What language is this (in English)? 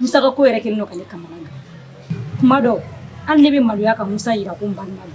Bambara